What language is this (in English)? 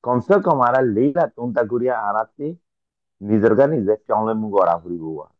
Rohingya